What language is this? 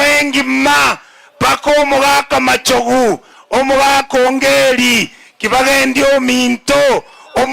Gusii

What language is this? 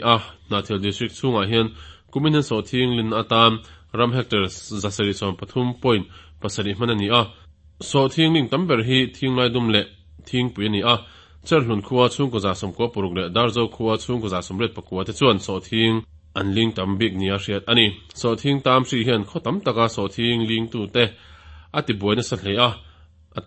Mizo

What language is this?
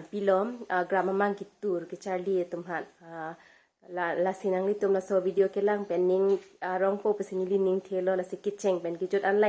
Karbi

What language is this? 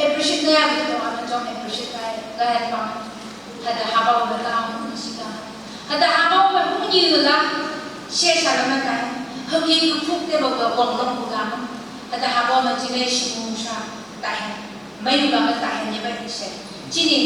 Phom Naga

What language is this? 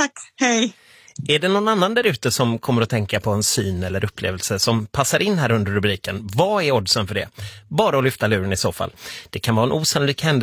Swedish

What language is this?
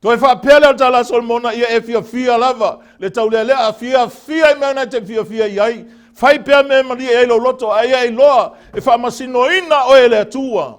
Samoan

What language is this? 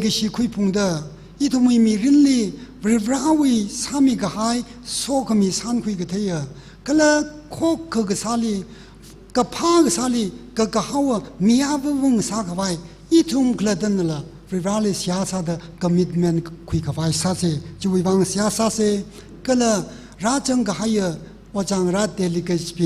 Tangkhul Naga (India)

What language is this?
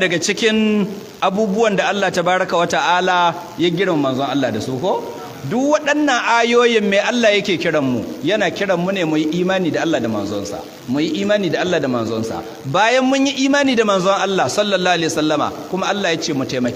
Hausa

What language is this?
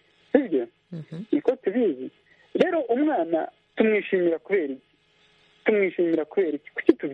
Kinyarwanda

